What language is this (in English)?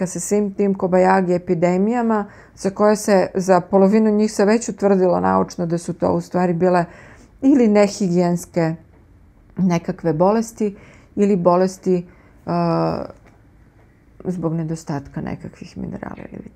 Serbian